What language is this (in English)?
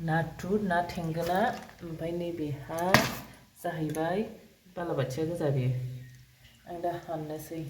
Bodo